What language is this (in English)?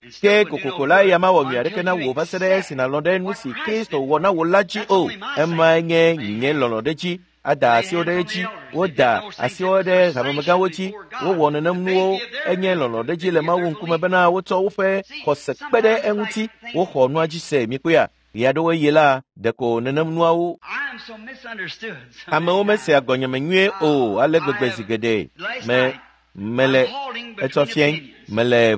Ewe